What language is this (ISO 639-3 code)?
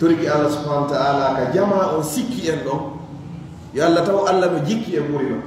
ful